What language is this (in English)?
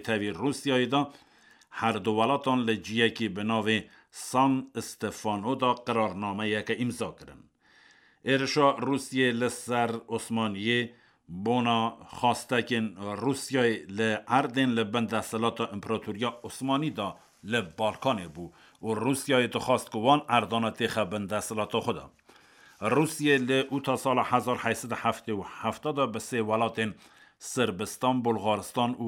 Kurdish